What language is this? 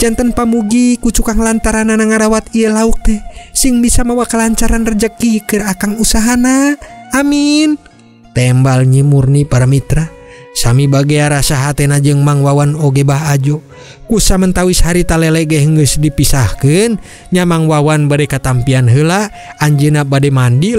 Sundanese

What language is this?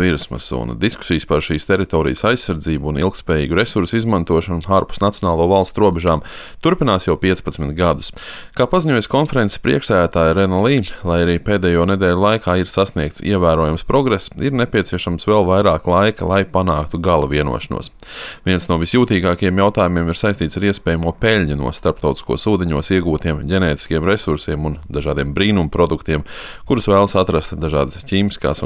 Latvian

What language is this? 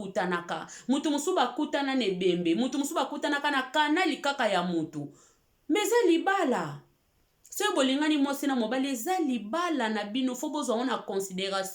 Lingala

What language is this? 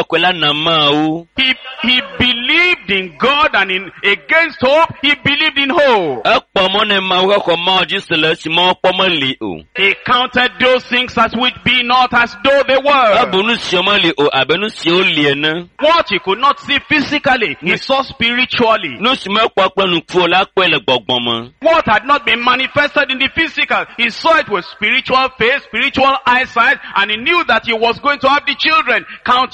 Ewe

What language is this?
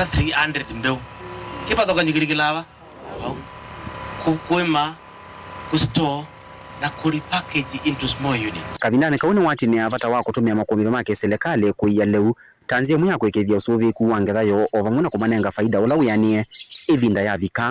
Kamba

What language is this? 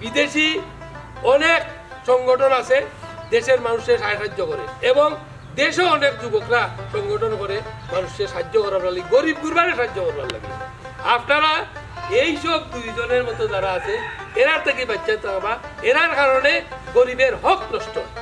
Sylheti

